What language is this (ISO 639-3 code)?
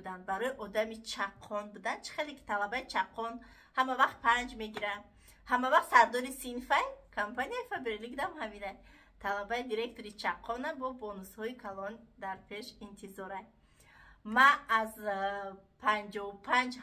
tgk